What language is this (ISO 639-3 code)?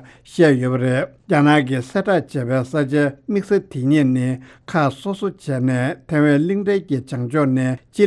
bod